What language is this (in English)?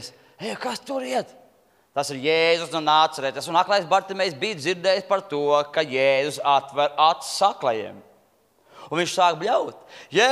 Latvian